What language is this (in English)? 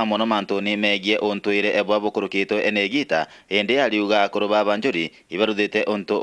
Meru